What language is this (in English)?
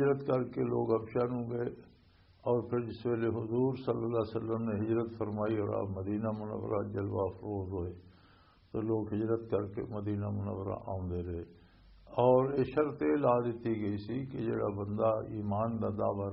Western Panjabi